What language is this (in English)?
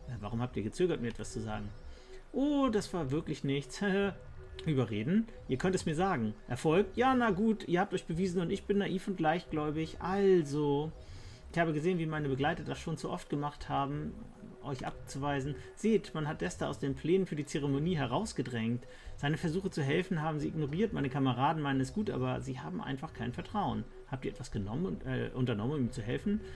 German